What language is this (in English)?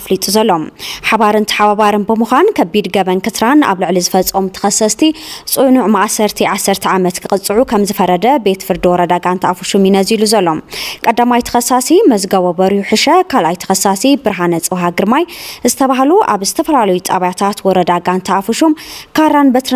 Tigrinya